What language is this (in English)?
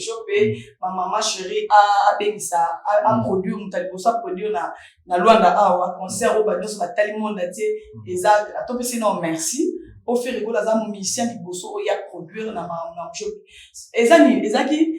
Lingala